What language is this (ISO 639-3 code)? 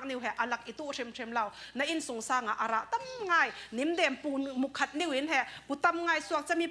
cfm